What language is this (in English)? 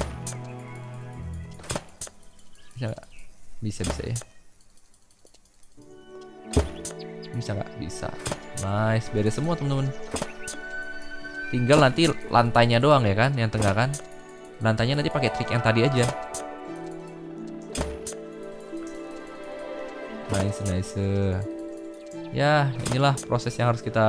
Indonesian